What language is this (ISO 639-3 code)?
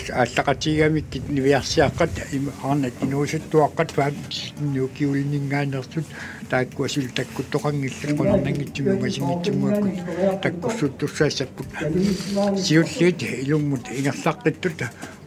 kal